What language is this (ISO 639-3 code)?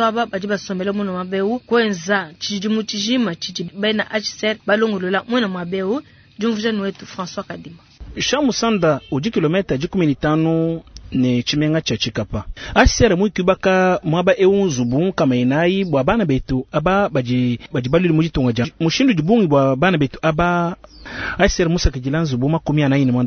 lua